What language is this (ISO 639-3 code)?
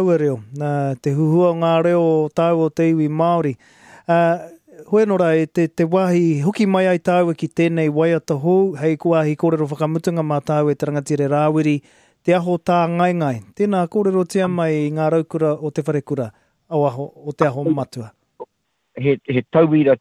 mri